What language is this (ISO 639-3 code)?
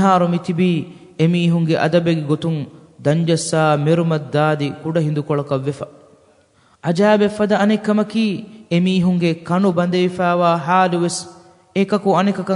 div